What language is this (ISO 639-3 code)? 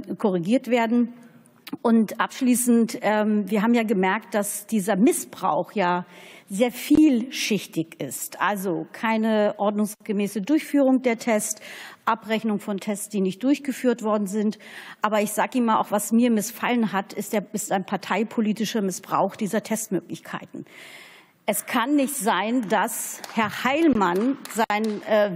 deu